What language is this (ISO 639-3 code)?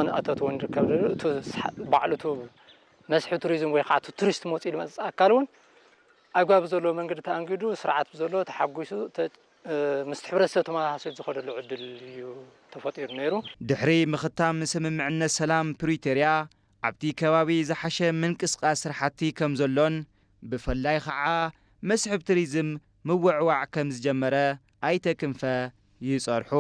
tir